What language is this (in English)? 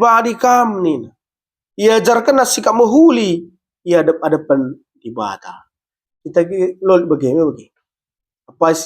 Batak Karo